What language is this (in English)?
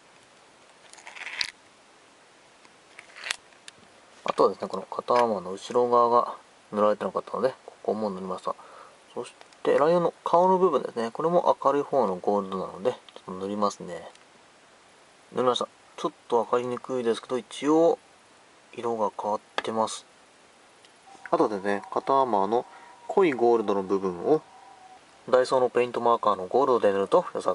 Japanese